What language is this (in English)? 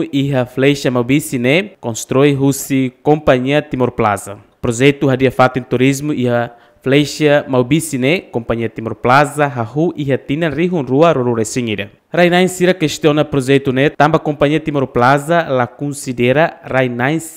Tetum